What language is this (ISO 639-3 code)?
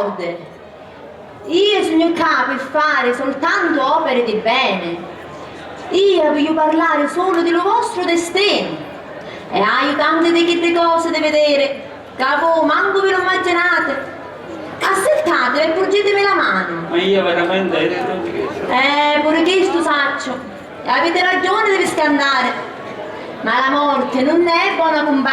scn